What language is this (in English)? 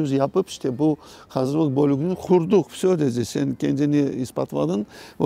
Crimean Tatar